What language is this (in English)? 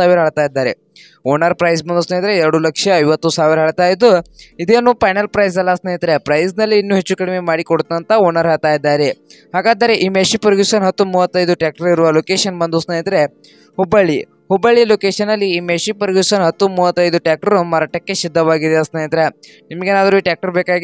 Kannada